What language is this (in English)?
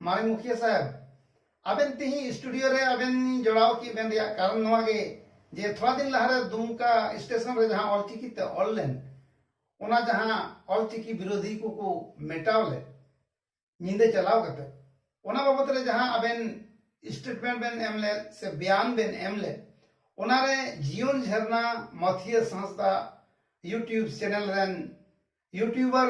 Santali